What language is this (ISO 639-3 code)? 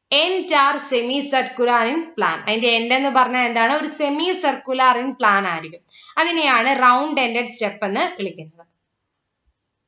mal